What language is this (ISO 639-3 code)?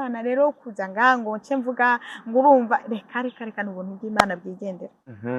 run